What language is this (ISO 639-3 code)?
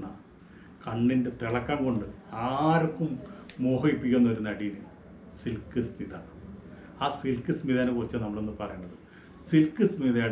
mal